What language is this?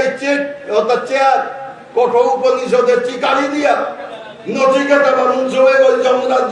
Bishnupriya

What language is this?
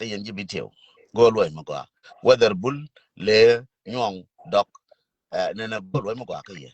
Nuer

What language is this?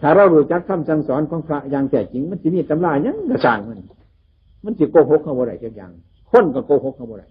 Northeastern Thai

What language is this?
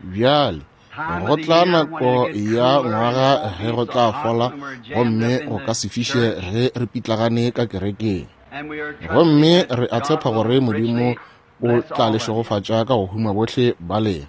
Northern Sotho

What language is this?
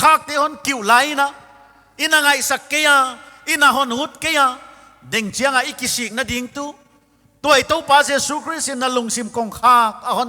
Paite Chin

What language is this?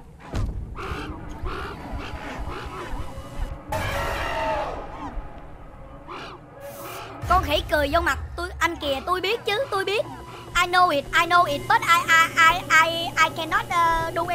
Vietnamese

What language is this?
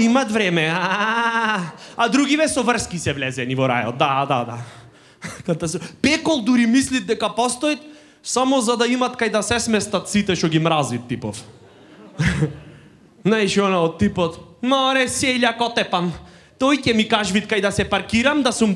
Macedonian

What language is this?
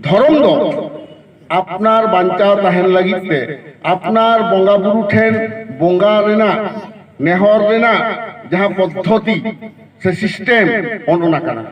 Santali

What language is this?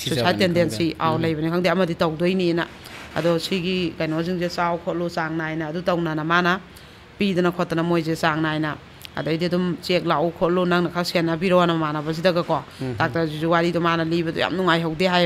Manipuri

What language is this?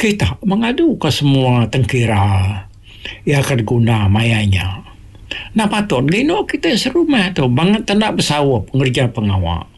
Iban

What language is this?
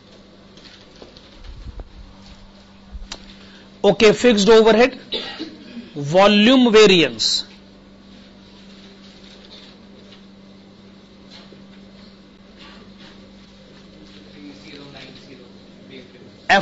Hindi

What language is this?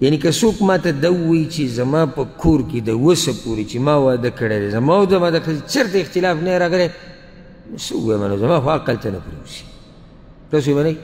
Pashto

